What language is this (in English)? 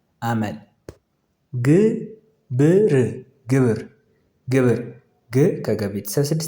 Amharic